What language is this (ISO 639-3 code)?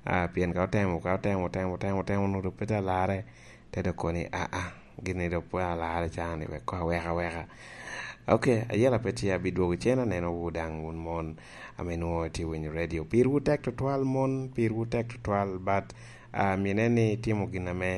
laj